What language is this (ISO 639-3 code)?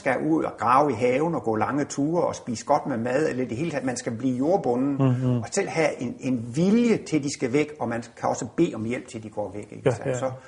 dan